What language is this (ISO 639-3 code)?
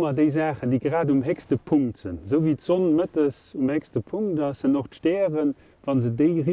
ltz